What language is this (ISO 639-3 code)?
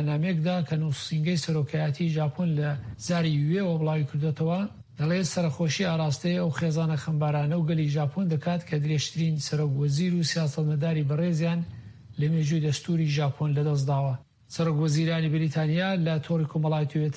ckb